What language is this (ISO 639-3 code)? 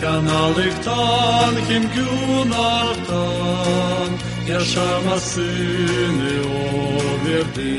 gag